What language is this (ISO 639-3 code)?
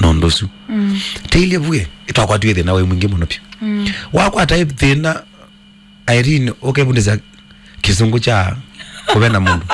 kam